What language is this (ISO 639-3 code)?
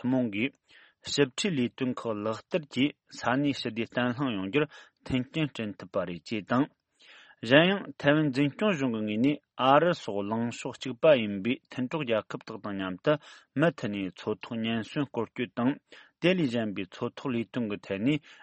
bod